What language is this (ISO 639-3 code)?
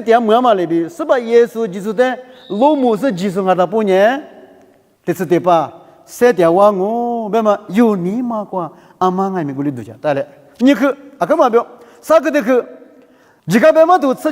lis